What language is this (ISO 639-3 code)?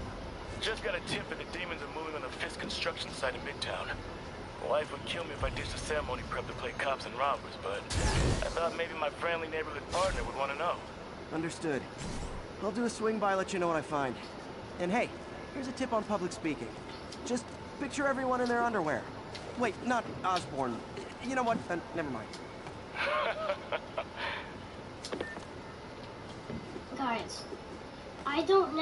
eng